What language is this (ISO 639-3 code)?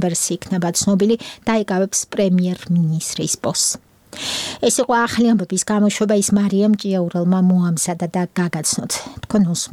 kat